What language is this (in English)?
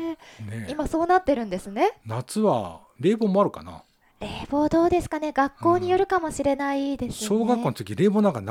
Japanese